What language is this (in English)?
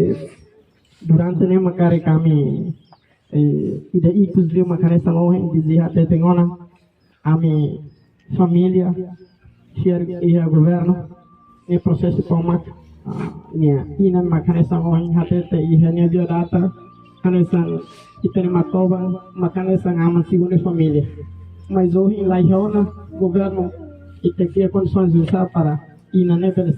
Tetum